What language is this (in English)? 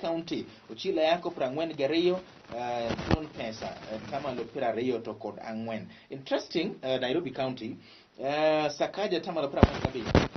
Luo (Kenya and Tanzania)